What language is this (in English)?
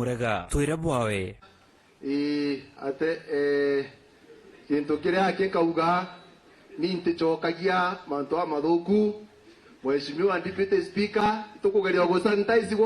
Meru